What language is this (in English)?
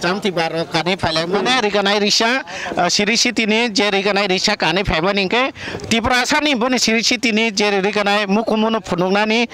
Kok Borok